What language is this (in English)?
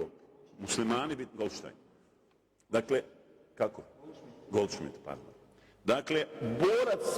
Bosnian